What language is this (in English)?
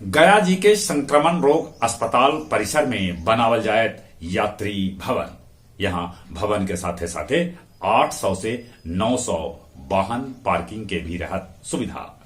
Magahi